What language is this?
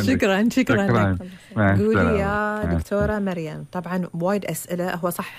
Gulf Arabic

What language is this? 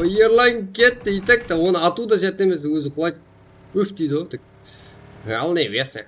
Kara-Kalpak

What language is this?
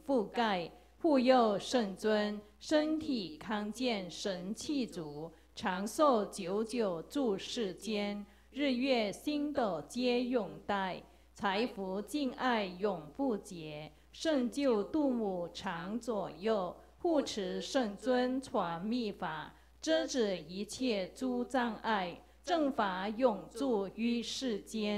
Chinese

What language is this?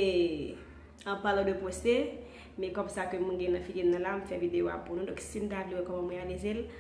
Haitian Creole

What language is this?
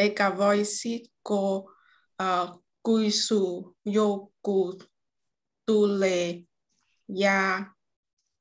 Finnish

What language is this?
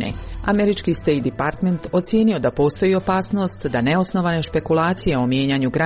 Croatian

